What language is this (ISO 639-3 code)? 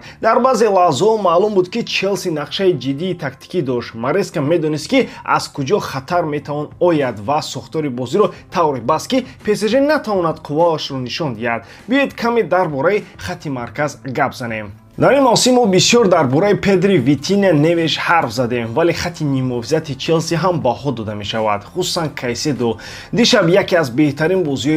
tgk